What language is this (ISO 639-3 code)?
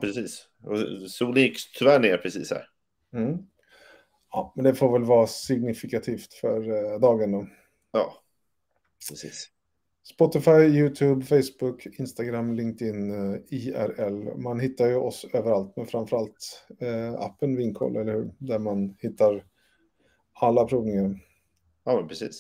swe